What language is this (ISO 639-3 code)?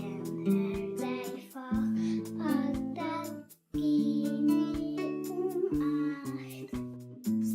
ltz